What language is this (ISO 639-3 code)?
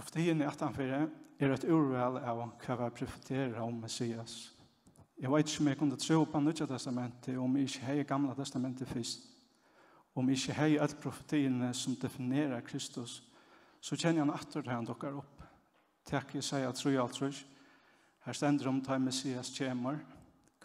fao